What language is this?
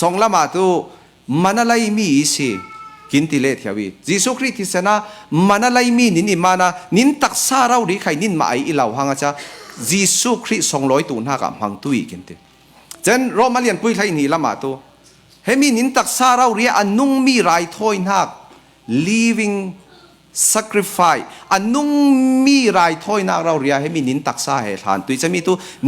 Falam Chin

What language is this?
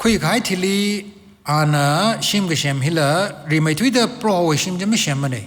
Tangkhul Naga (India)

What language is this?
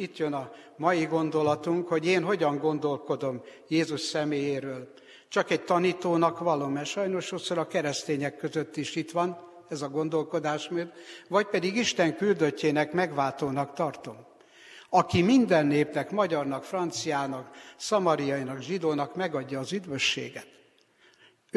Hungarian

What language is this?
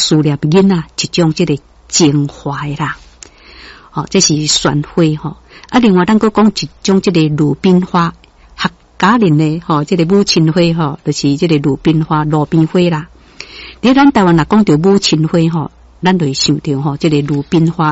Min Nan Chinese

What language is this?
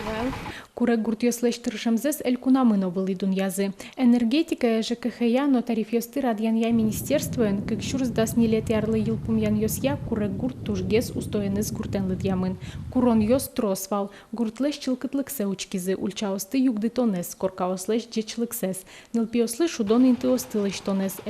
Udmurt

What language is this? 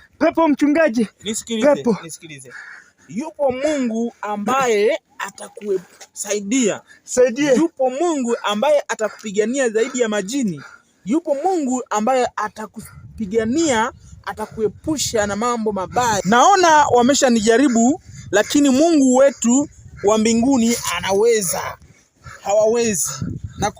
Swahili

